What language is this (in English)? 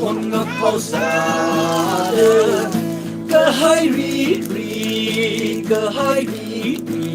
Tangkhul Naga (India)